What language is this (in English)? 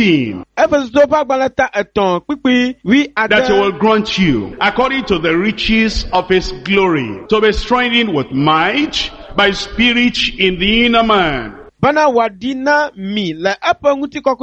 Ewe